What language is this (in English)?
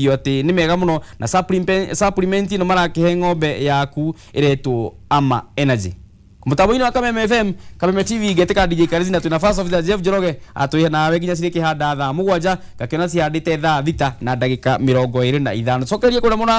Kikuyu